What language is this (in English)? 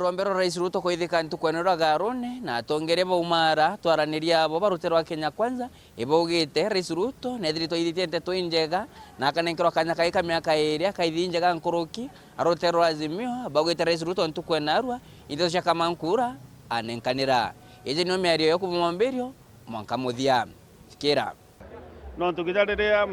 Meru